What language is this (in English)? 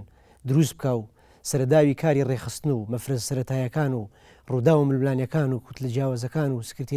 Central Kurdish